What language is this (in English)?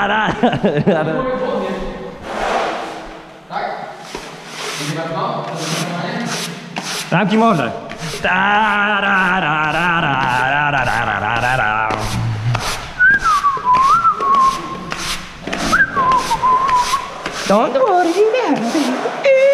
Polish